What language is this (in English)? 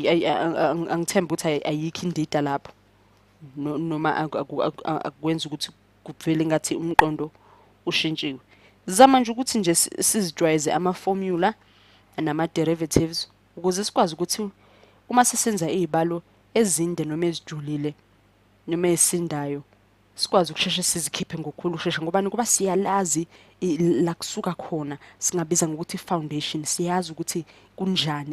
Zulu